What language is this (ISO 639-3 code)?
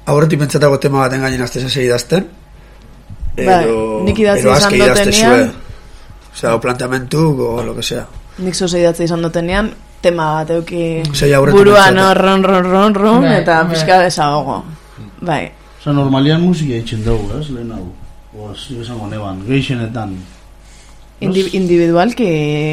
eus